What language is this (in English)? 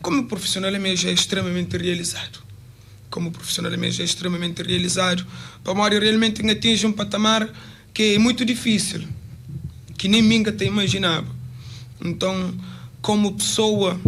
Kabuverdianu